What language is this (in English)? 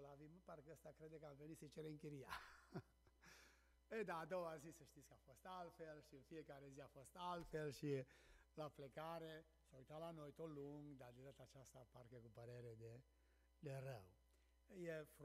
Romanian